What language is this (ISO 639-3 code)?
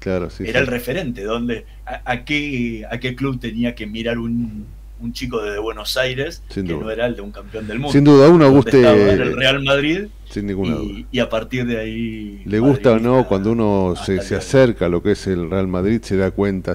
spa